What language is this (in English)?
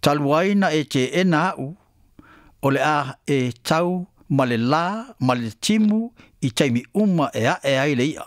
Samoan